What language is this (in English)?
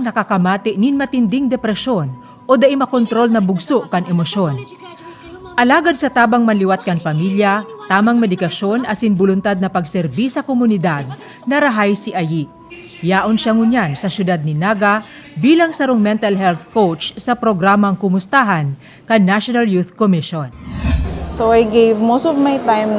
Bikol